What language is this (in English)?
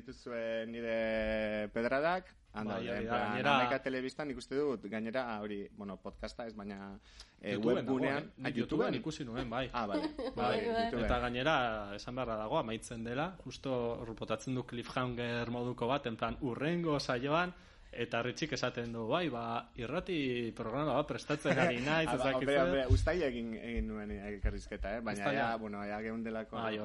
Basque